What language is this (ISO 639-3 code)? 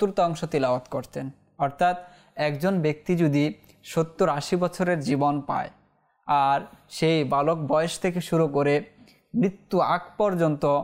ben